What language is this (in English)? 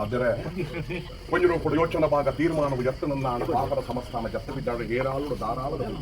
Tulu